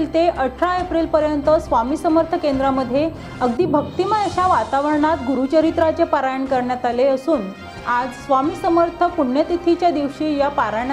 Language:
Marathi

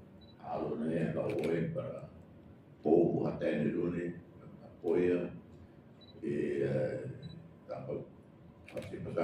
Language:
Tetum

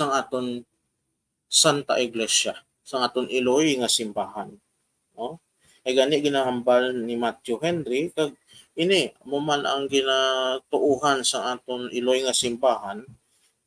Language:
Hiligaynon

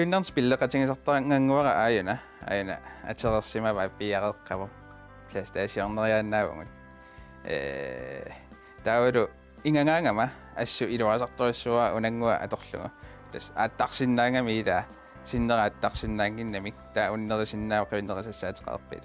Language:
Kalaallisut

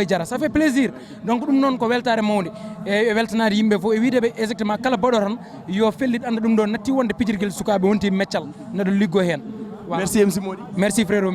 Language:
Fula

